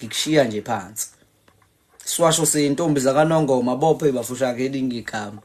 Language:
Zulu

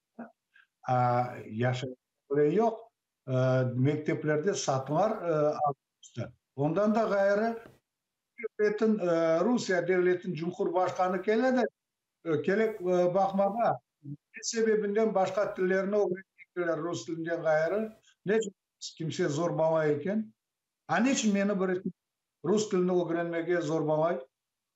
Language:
Crimean Tatar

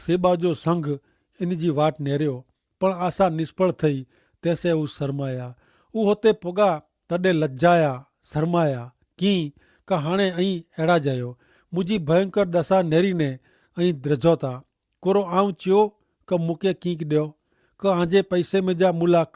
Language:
Kachhi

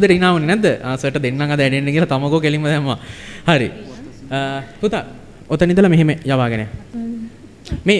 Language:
Sinhala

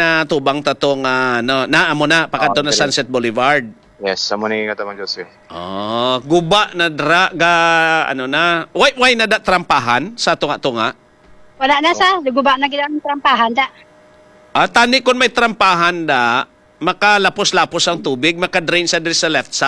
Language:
Hiligaynon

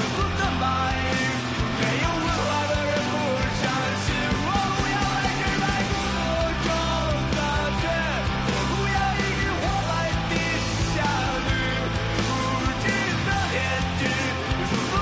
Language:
Chinese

